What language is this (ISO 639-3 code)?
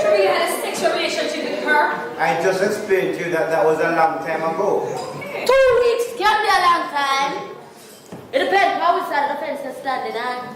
jam